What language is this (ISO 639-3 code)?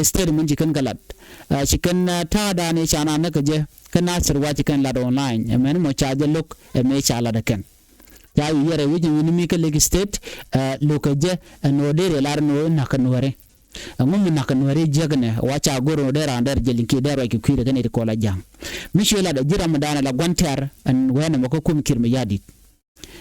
nus